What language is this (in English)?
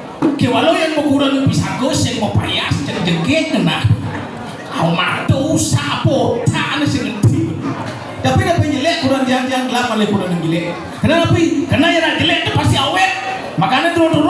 Balinese